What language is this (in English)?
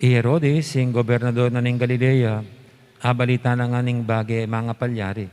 Pampanga